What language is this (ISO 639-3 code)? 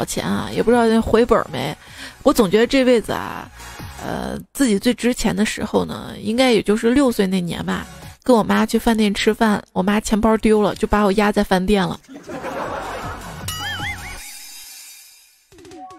zho